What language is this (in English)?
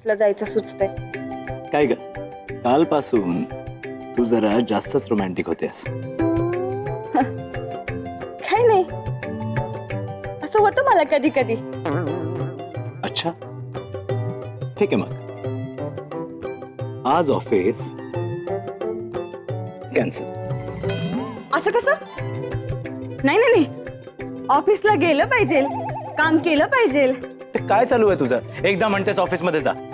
Marathi